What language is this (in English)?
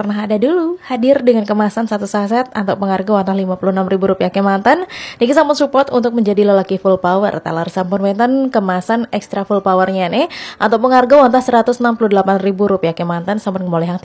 Balinese